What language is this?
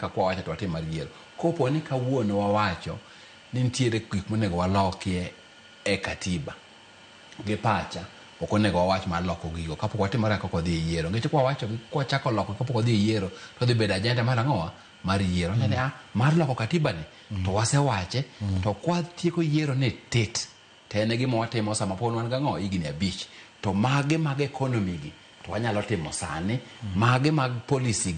Luo (Kenya and Tanzania)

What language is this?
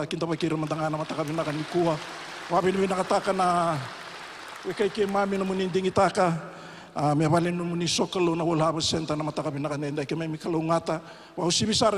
Fijian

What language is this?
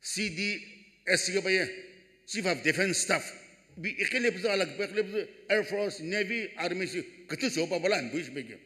Sumi Naga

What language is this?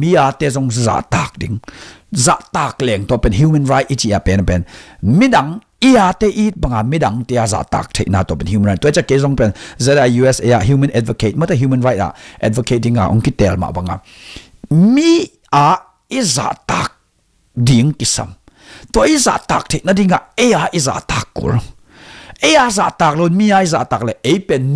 Tedim Chin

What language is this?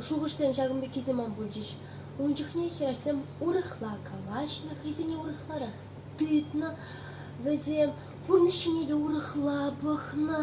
Chuvash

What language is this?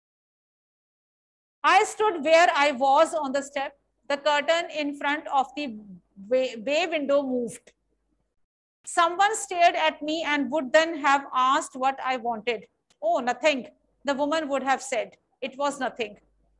English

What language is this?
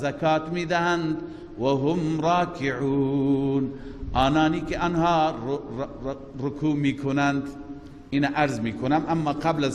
Persian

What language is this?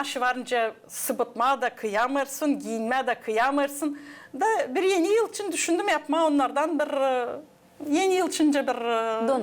Gagauz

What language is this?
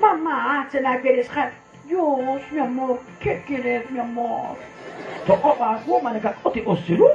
Kekchí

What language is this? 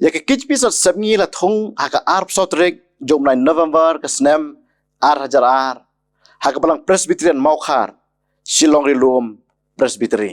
Khasi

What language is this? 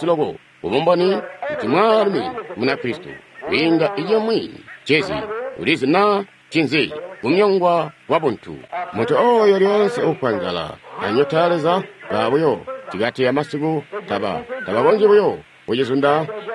Tonga (Zambia)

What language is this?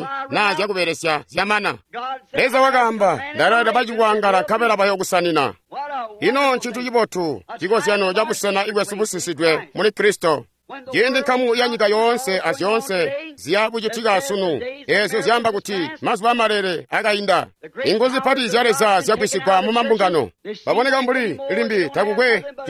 Tonga (Zambia)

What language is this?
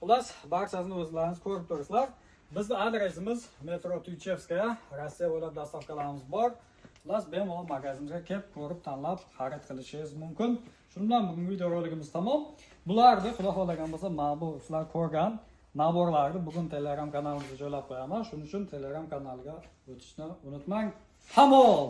Uzbek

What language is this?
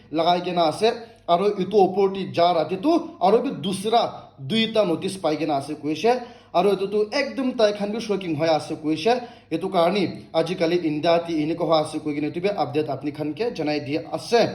Naga Pidgin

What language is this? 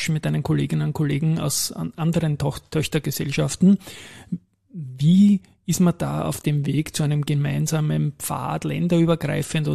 German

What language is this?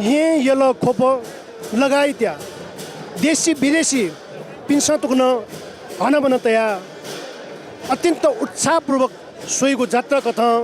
Newari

